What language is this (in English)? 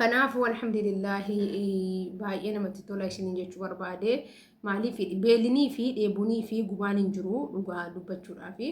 Oromo